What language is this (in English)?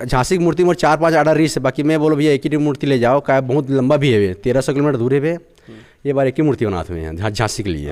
Chhattisgarhi